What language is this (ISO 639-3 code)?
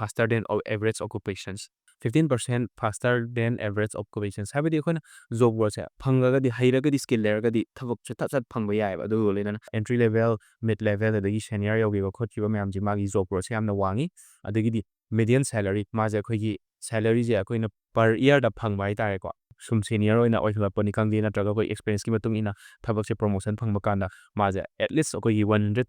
mni